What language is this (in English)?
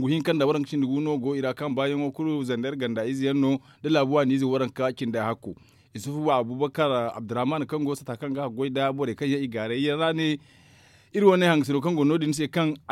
Zarma